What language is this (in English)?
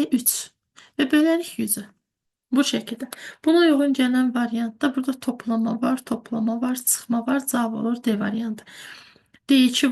Azerbaijani